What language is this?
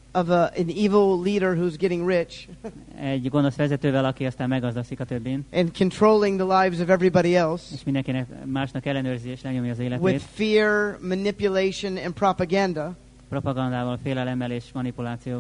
Hungarian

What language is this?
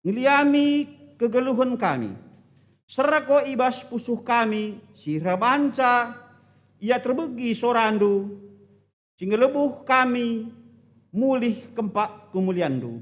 Batak Karo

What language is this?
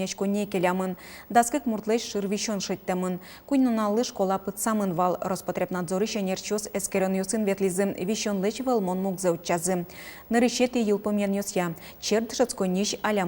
Udmurt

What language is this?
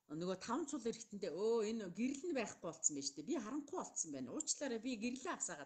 Mongolian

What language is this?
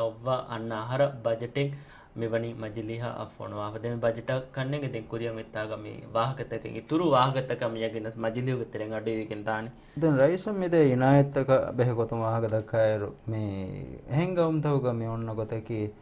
Divehi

